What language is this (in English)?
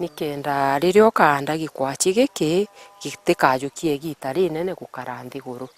Meru